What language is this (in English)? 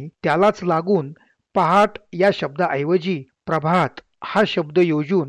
Marathi